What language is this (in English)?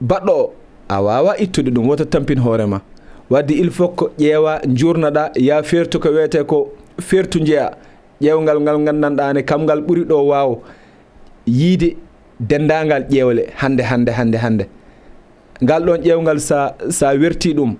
Fula